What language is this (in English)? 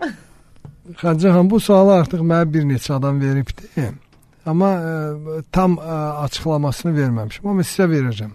Azerbaijani